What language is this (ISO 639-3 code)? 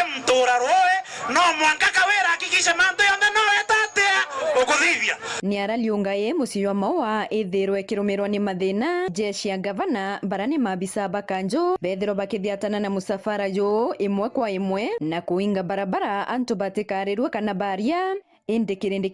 mer